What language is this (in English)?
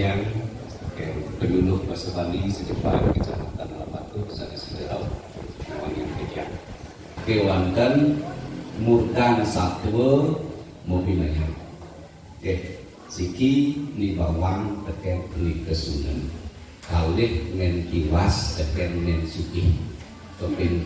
Balinese